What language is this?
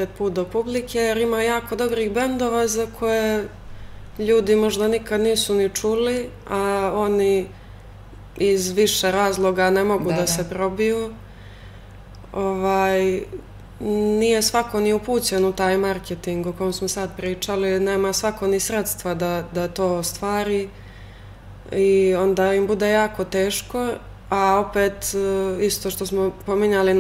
Serbian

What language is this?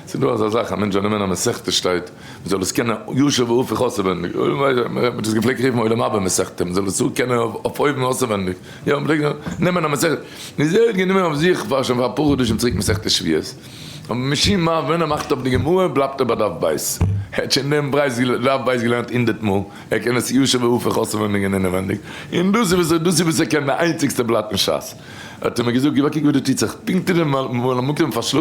Yiddish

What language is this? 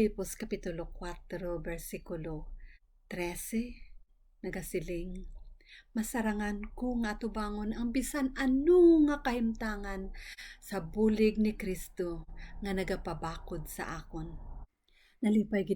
Hiligaynon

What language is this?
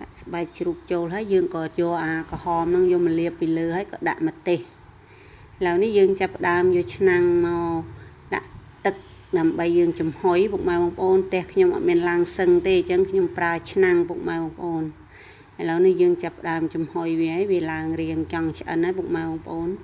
Khmer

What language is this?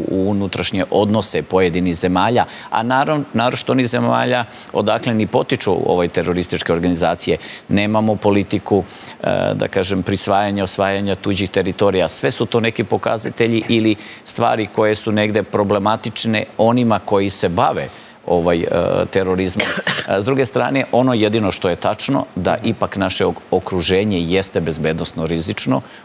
Serbian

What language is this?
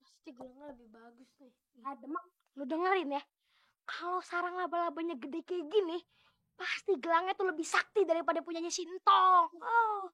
Betawi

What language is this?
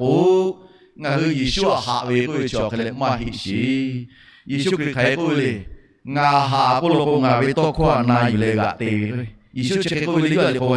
Lahu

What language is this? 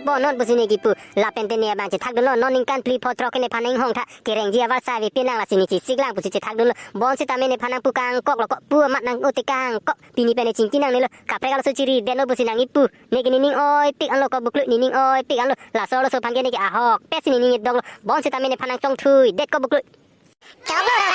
Karbi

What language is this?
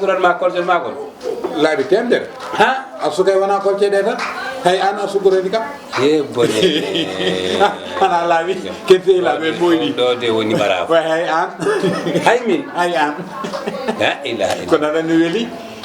Fula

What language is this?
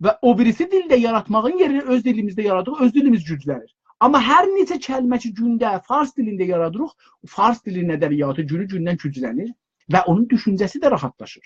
South Azerbaijani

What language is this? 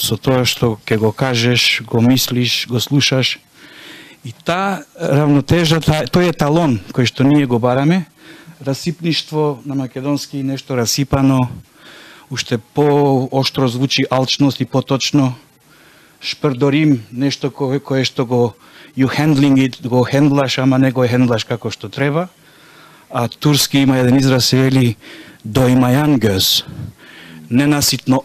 Macedonian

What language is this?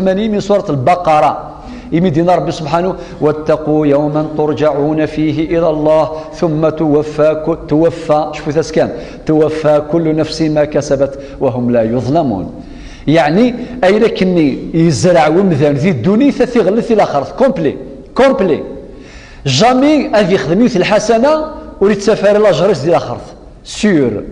Kabyle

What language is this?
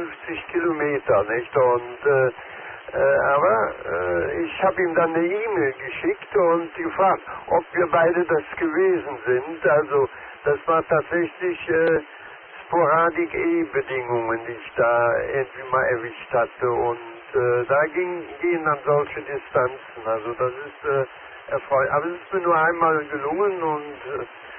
German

